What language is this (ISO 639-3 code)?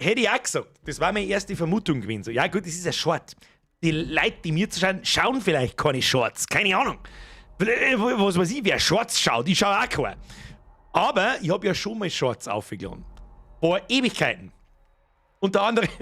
bar